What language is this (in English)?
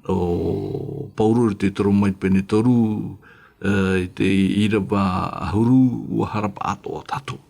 Tahitian